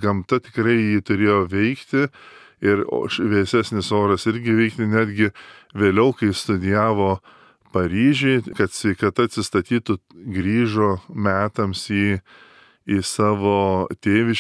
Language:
Lithuanian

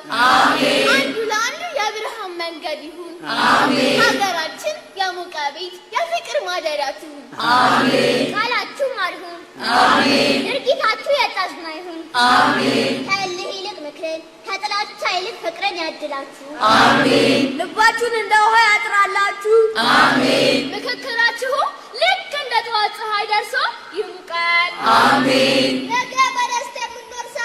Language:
Amharic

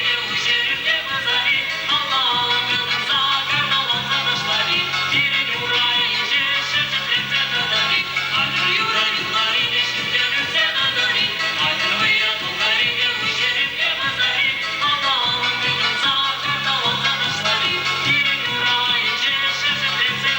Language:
Chuvash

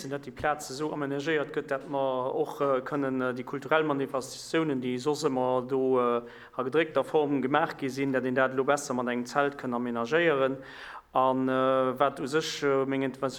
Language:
Luxembourgish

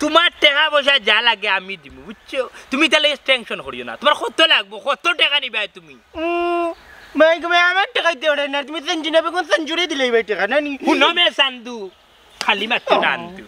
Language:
Sylheti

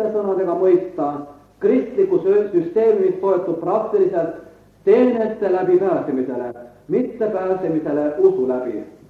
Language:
Estonian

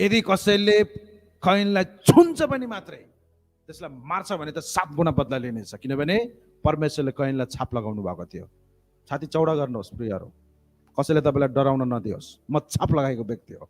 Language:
Nepali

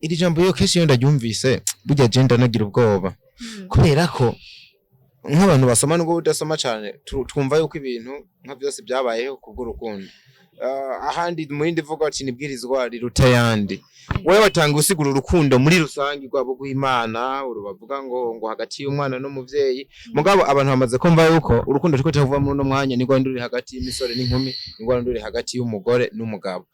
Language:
Rundi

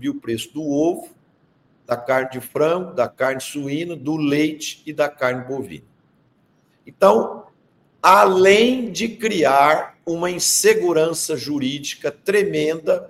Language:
Portuguese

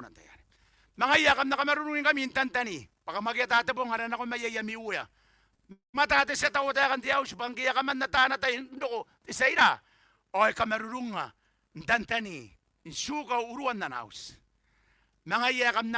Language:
Gilbertese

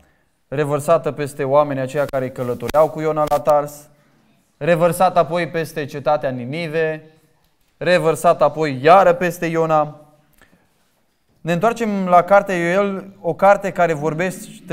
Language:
Romanian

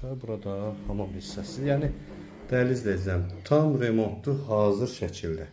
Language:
Azerbaijani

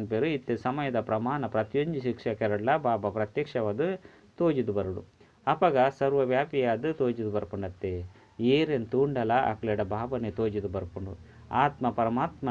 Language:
Tulu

